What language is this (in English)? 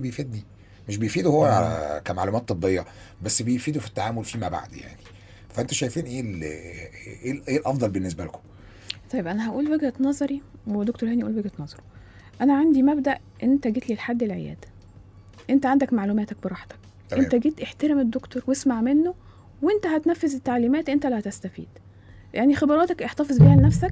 Egyptian Arabic